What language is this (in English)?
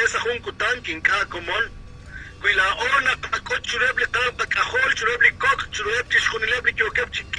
Kekchí